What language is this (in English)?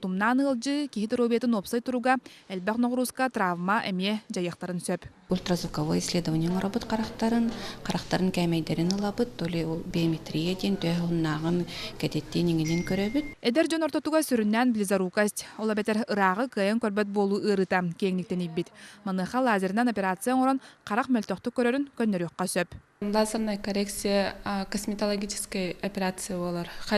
Yakut